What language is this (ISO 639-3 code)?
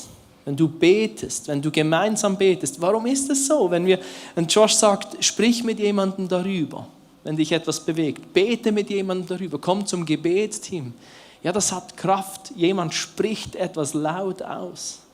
gsw